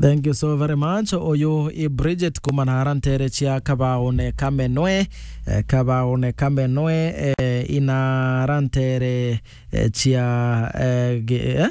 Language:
Meru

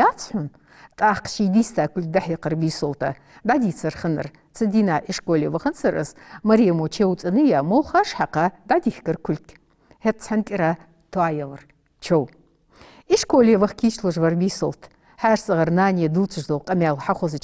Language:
Ingush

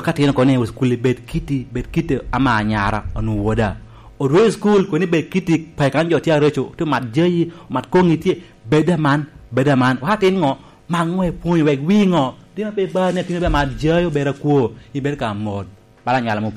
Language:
Lango (Uganda)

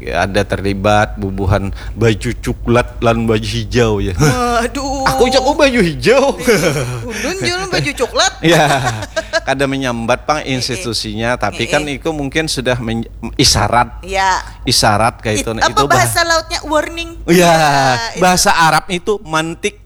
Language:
Banjar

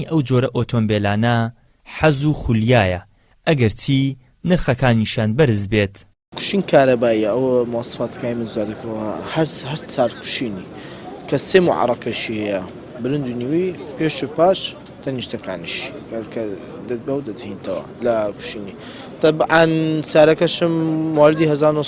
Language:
Central Kurdish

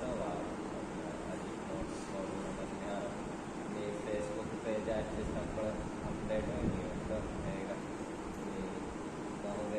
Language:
Divehi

